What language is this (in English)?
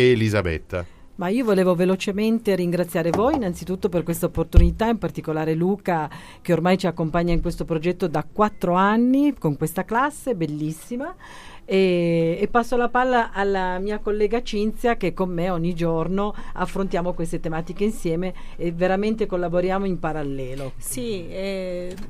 Italian